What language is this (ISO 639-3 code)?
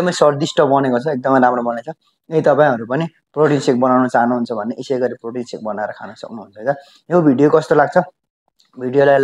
nep